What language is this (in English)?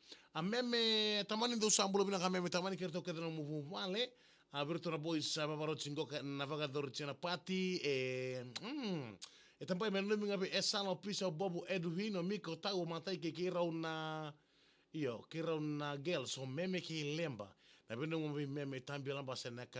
Fijian